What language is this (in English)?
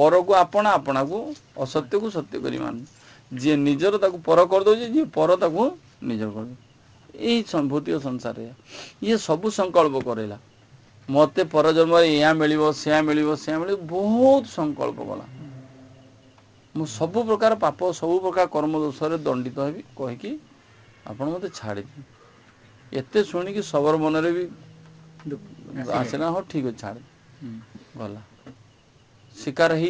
Odia